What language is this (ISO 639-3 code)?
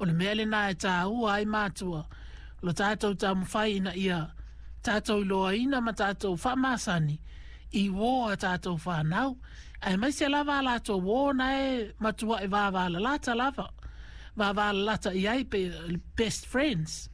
smo